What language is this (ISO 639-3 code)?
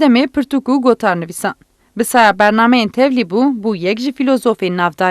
kur